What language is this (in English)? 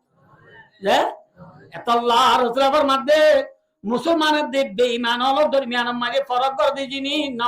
Rohingya